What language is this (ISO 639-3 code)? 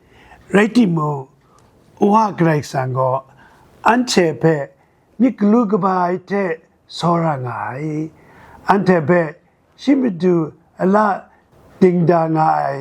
kac